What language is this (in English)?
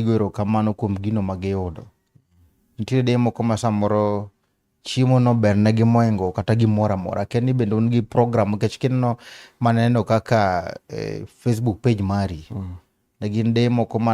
Luo (Kenya and Tanzania)